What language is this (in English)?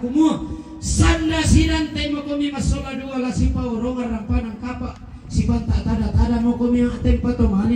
Toraja-Sa'dan